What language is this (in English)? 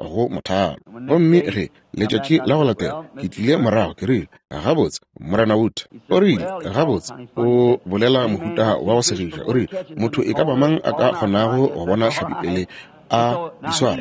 Northern Sotho